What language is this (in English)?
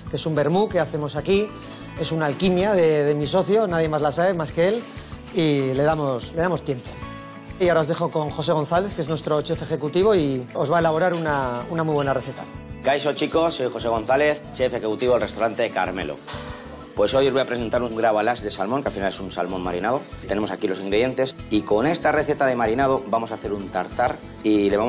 Spanish